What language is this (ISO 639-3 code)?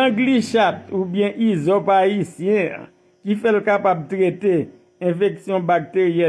hat